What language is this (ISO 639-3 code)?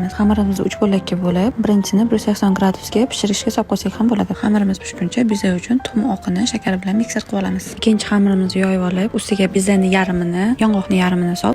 uzb